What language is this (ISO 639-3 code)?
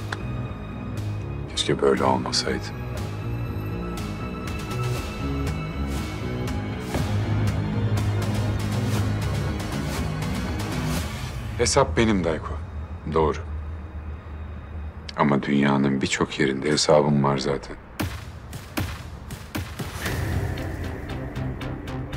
tur